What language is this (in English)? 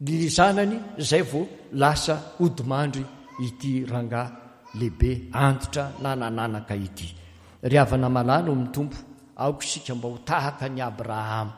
Malagasy